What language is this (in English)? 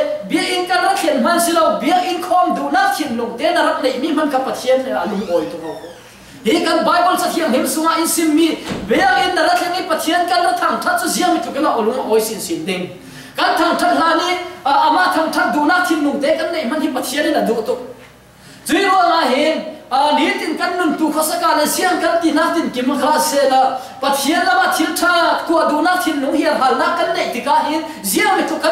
Falam Chin